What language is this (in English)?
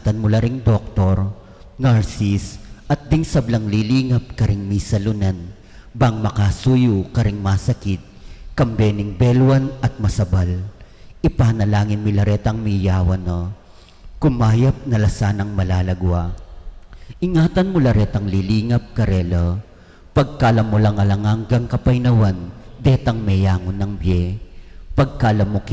Pampanga